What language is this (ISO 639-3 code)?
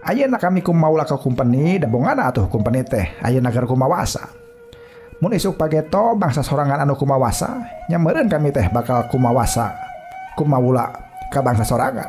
sun